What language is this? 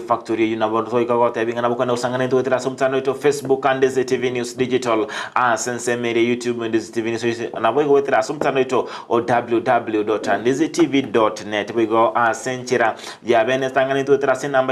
Gusii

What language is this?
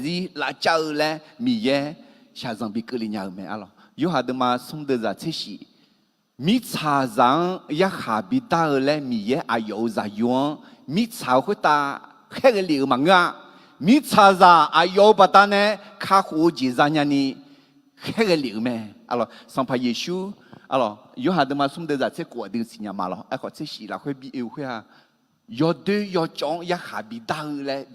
Akha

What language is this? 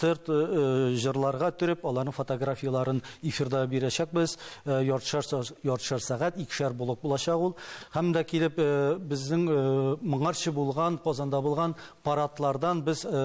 Tatar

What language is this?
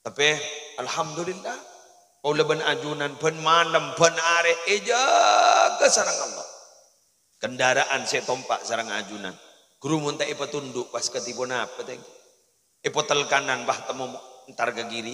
Madurese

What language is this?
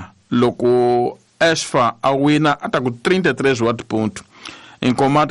Tsonga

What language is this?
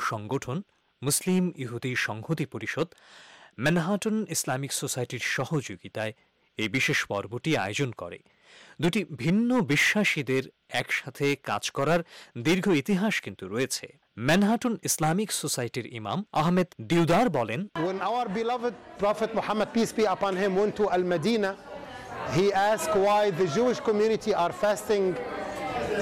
Bangla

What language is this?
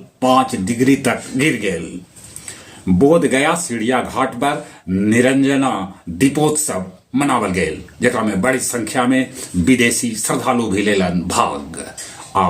Magahi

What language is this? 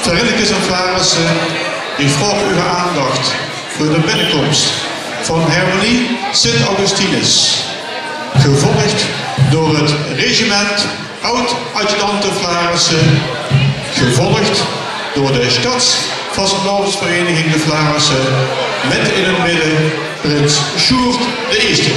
Limburgish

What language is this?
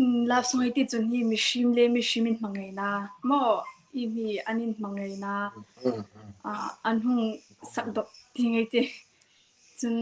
Hmar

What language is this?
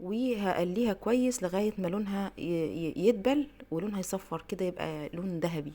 Egyptian Arabic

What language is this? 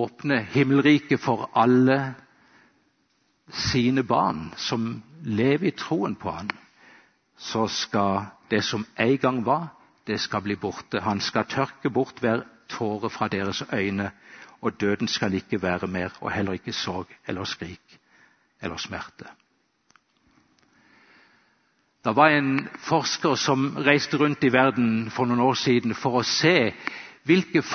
Norwegian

